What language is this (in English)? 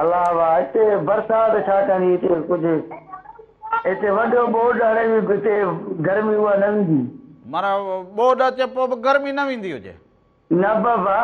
Sindhi